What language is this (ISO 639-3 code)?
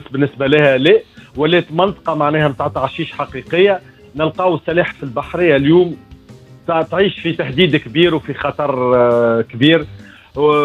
aeb